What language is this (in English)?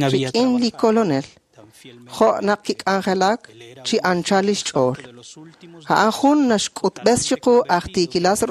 Kekchí